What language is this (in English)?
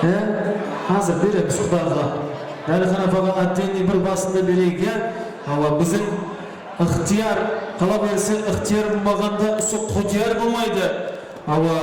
Kara-Kalpak